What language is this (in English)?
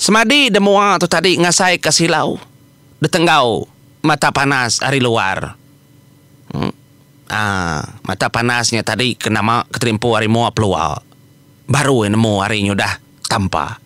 Iban